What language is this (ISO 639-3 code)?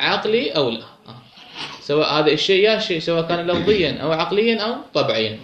acm